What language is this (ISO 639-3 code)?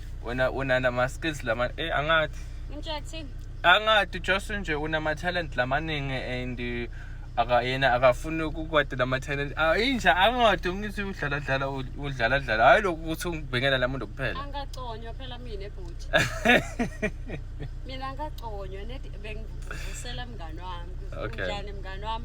zul